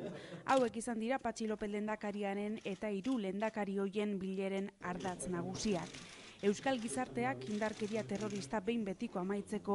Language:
Basque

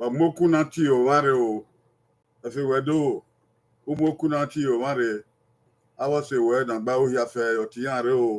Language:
Bini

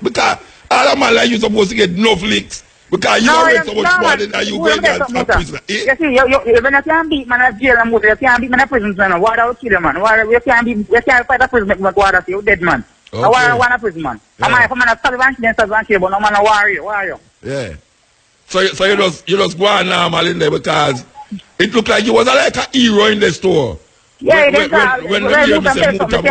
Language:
Jamaican Creole English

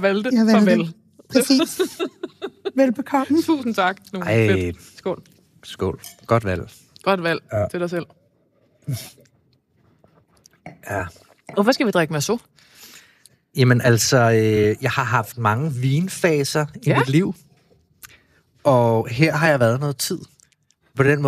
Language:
Danish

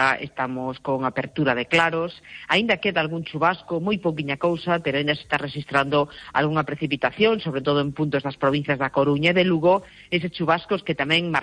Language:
Galician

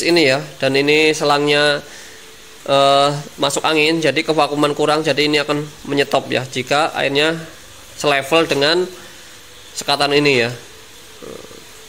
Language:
Indonesian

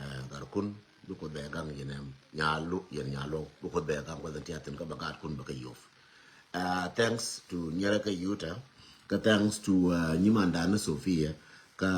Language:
Nuer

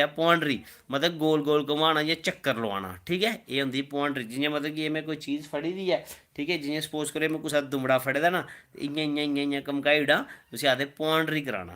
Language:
Dogri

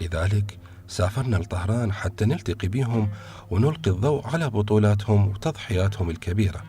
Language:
Mesopotamian Arabic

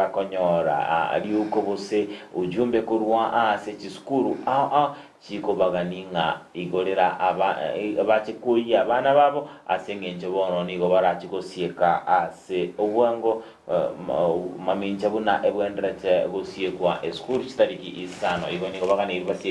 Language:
Gusii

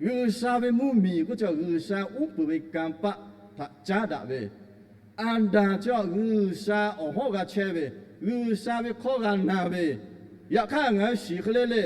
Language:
Lahu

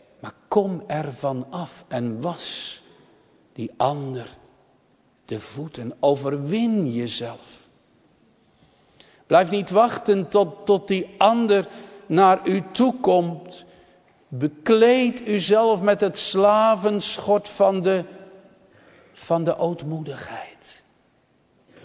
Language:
Dutch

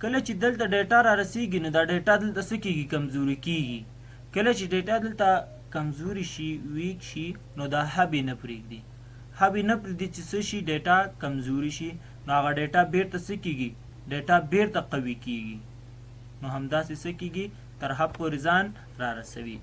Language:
Pashto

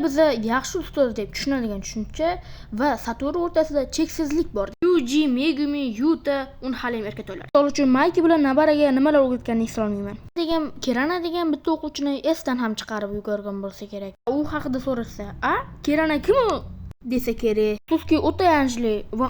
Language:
Uzbek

